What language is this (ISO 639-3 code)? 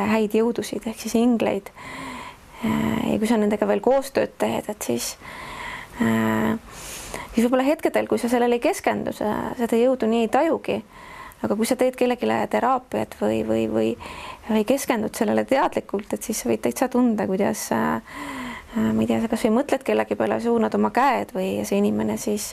est